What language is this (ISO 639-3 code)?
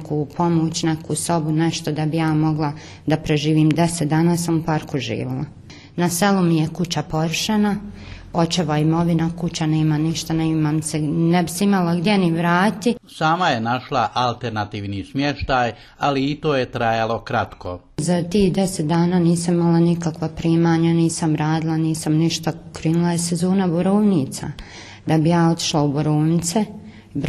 bos